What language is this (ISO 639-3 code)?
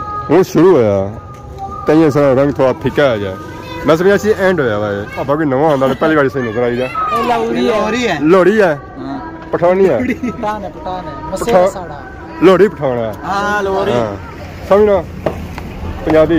phr